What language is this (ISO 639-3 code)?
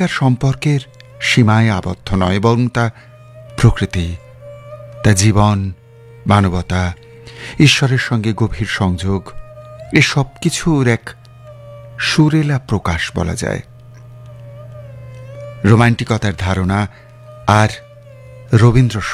ben